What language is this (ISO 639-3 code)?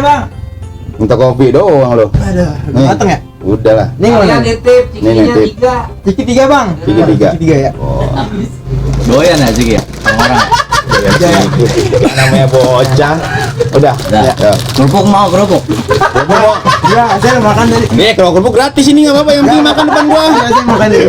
bew